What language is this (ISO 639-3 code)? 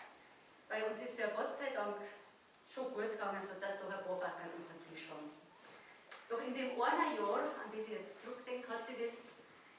bar